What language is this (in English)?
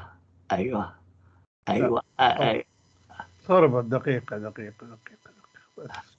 North Levantine Arabic